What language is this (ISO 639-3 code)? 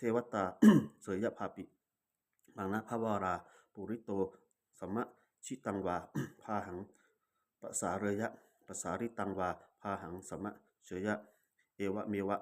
pli